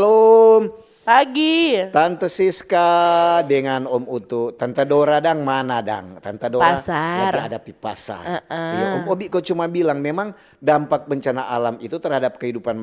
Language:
Manado Malay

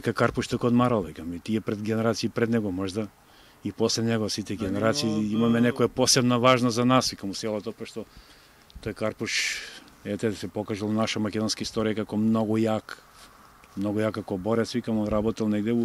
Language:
Macedonian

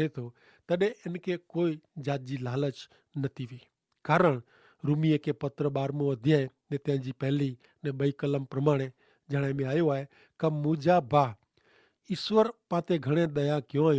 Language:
Kachhi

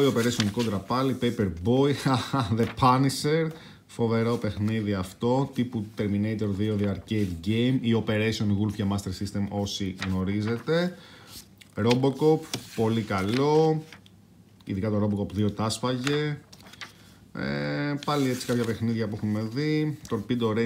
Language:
Greek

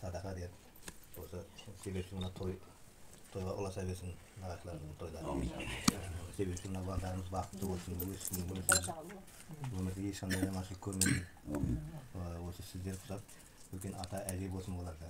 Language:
Kazakh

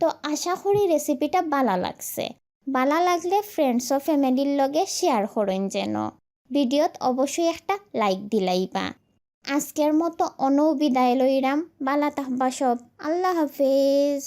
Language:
Sylheti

